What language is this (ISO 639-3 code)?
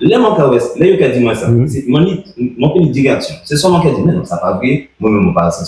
gcf